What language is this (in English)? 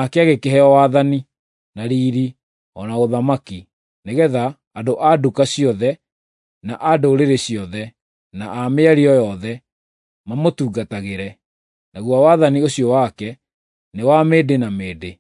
Kikuyu